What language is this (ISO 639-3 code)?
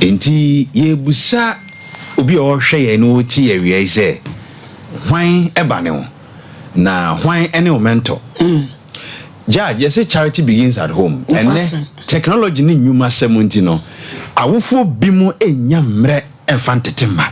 aka